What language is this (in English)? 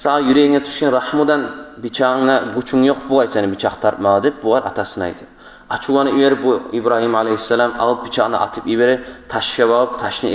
Kumyk